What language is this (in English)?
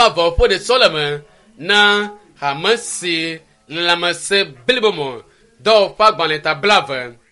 Ewe